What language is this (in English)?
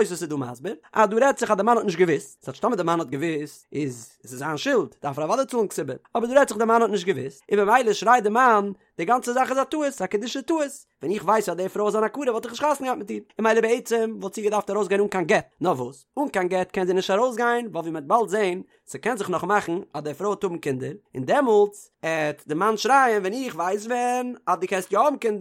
Yiddish